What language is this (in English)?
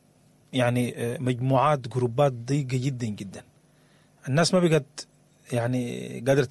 Sudanese Arabic